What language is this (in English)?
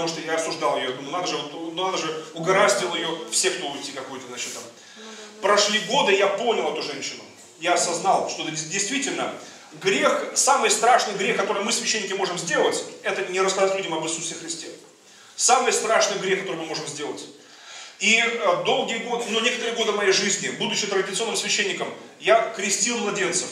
Russian